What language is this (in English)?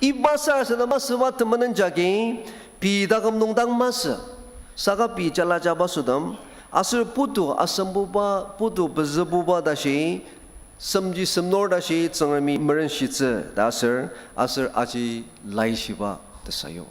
Ao Naga